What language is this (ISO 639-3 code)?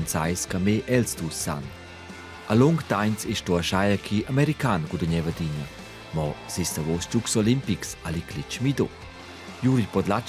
roh